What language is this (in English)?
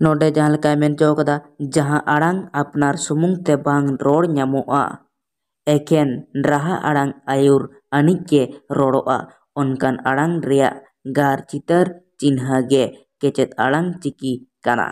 Santali